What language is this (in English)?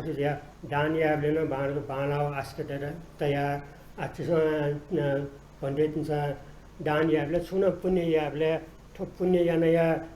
Newari